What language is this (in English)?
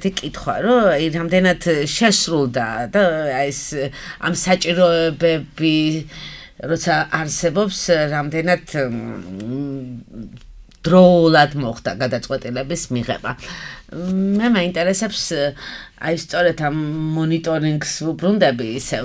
Georgian